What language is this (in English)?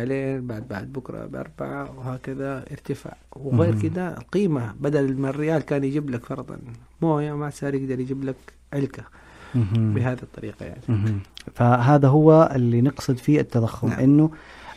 Najdi Arabic